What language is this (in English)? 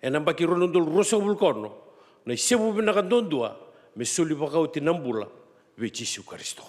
Fijian